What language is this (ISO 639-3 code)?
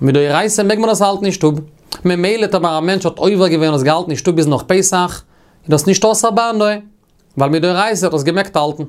yid